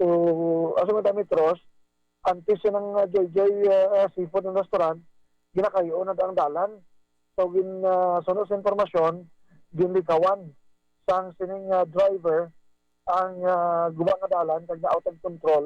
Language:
Hiligaynon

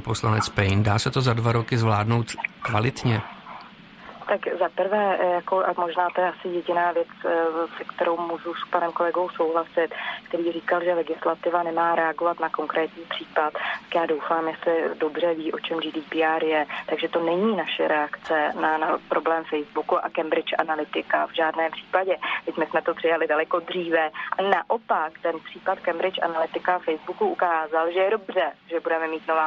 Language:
Czech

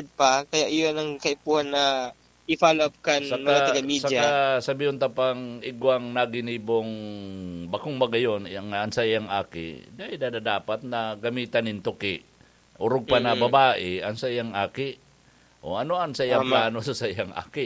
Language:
Bikol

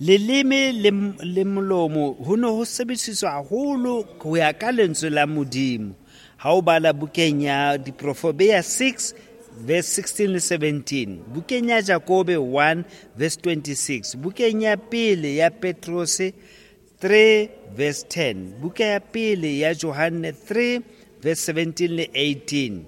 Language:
Southern Sotho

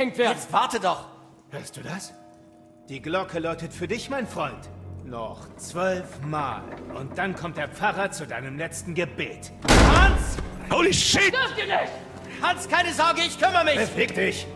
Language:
Bavarian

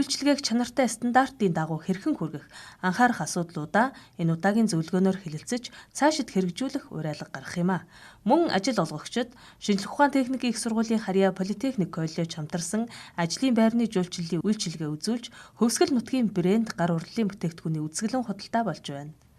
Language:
Mongolian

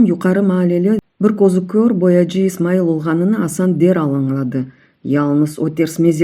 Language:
Crimean Tatar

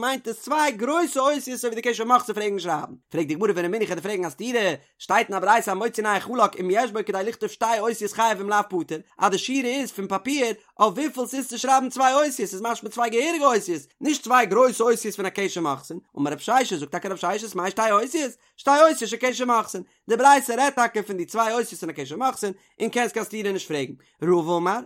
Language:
Yiddish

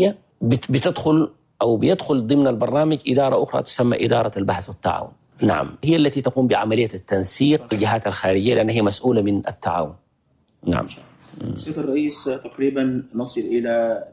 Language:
Chadian Arabic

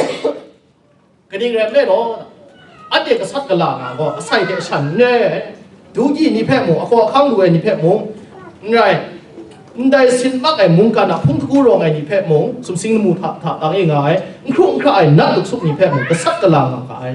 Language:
Kachin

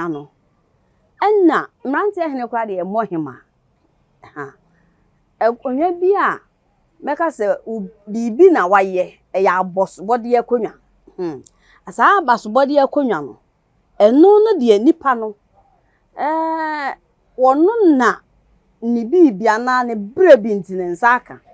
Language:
Akan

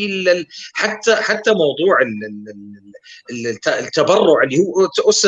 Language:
North Levantine Arabic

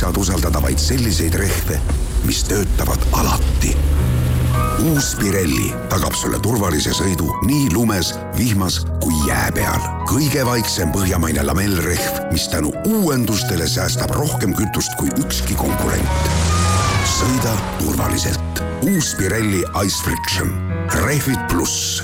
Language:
Estonian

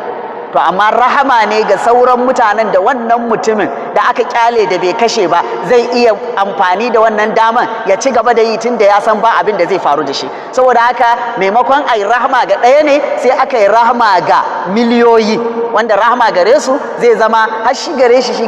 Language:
Hausa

